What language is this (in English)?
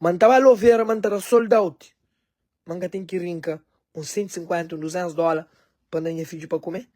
Kabuverdianu